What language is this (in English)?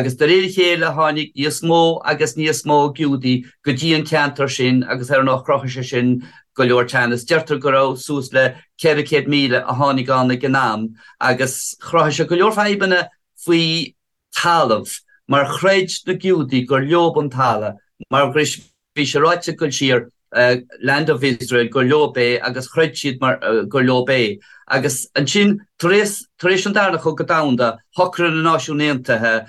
Irish